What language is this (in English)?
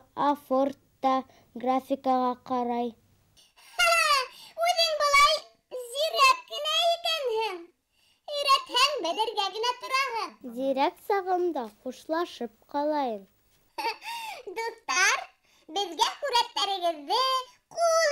Bashkir